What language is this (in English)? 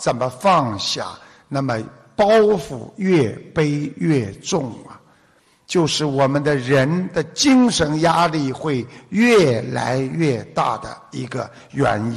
Chinese